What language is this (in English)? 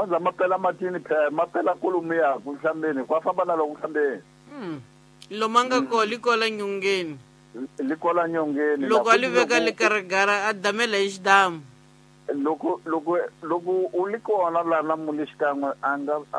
Tsonga